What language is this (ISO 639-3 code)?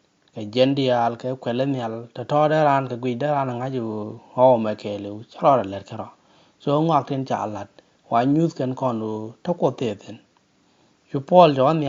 nus